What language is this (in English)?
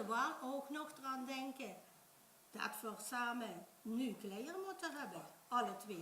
Limburgish